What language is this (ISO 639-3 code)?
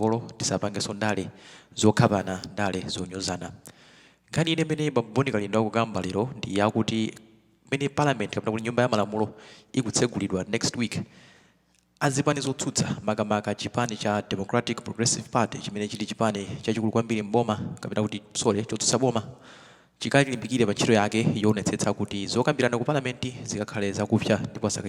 nya